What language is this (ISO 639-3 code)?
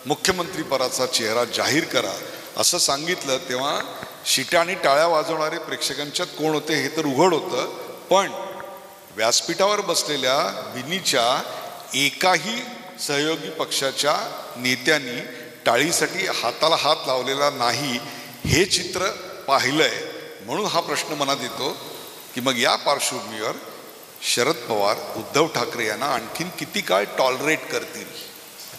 mar